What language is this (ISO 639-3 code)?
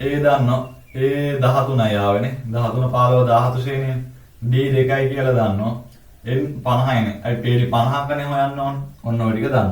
sin